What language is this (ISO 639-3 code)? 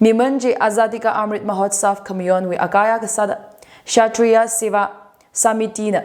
nmf